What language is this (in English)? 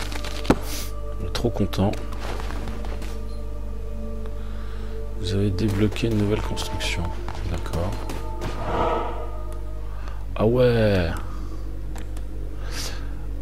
French